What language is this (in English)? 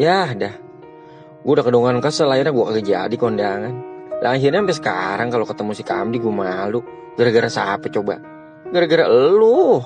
Betawi